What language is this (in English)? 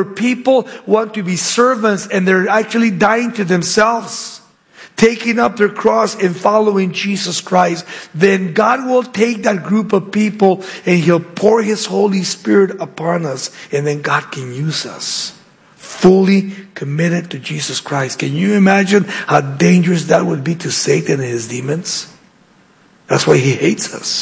English